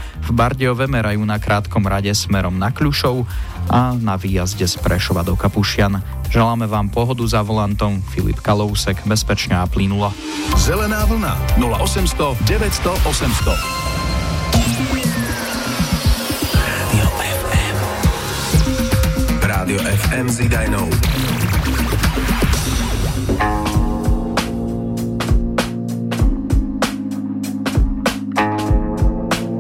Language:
Slovak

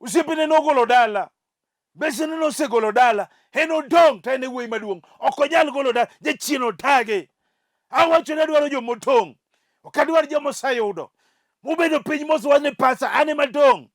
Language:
Luo (Kenya and Tanzania)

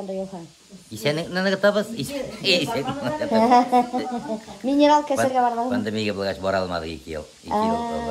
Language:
Bashkir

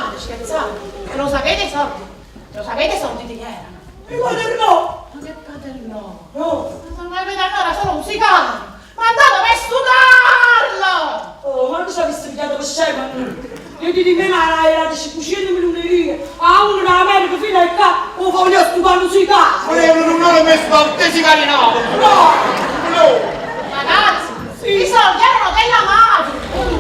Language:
Neapolitan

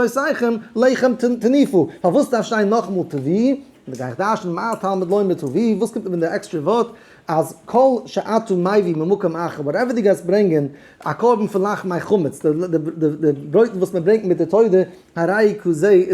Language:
Yiddish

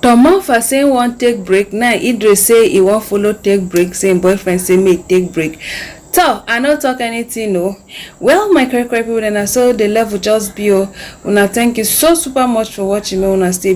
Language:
Nigerian Pidgin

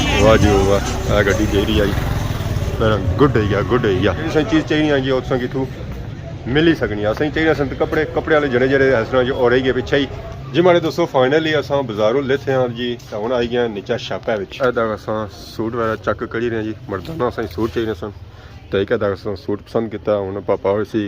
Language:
Pahari-Potwari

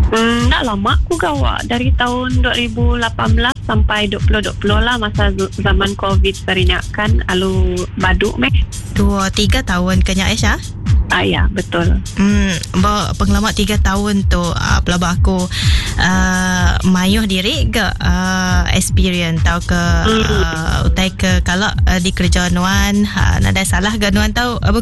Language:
Iban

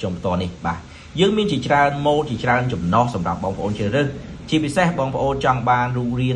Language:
Khmer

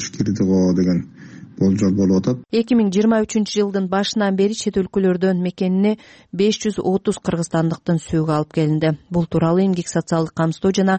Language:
Kyrgyz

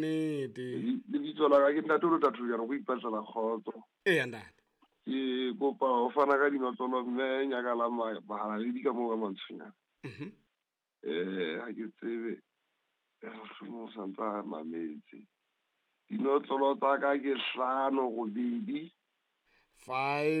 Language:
Southern Sotho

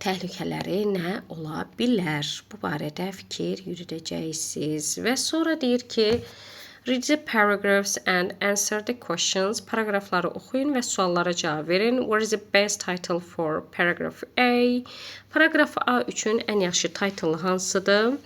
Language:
Azerbaijani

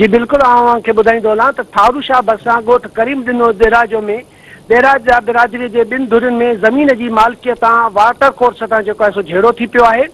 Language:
Sindhi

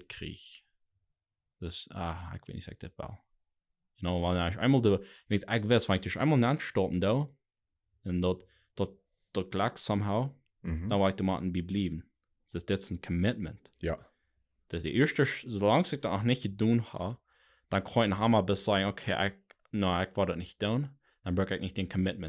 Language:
Plautdietsch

